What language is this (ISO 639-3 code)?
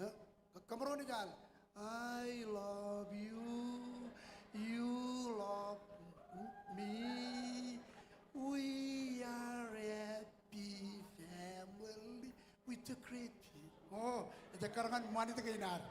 mah